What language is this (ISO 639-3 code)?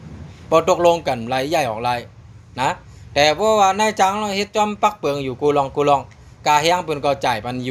shn